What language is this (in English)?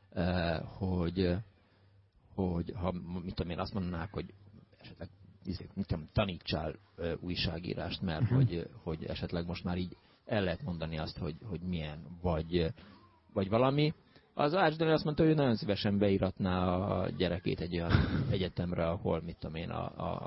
Hungarian